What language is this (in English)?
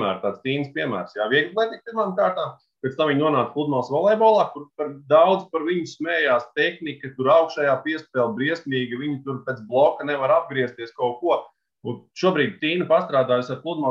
Latvian